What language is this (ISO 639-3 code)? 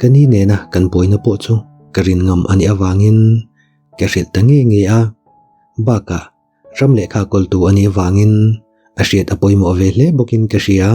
lus